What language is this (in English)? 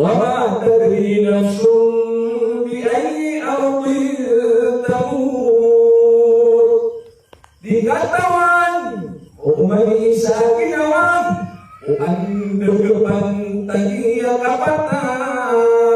Maranao